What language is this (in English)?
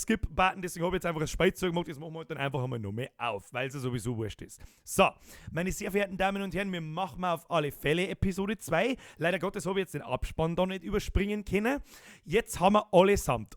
Bavarian